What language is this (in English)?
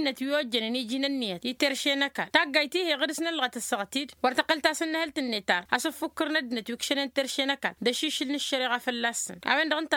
Tamasheq